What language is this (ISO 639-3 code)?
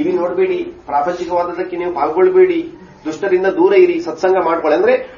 kan